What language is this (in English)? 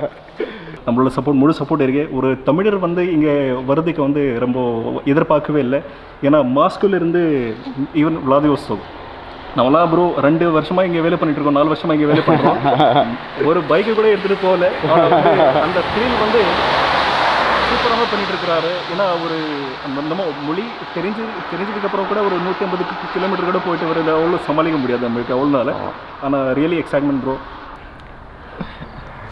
Tamil